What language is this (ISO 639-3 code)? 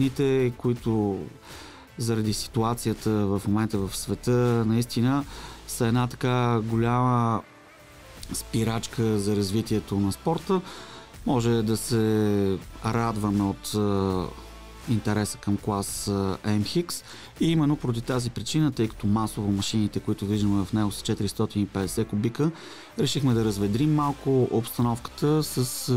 bul